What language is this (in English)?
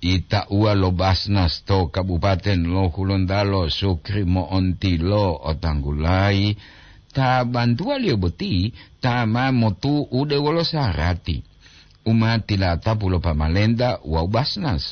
Gorontalo